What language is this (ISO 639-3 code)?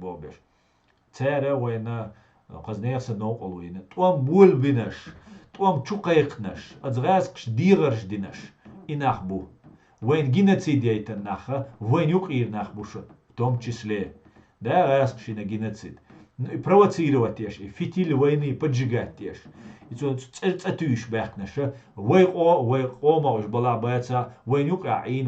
che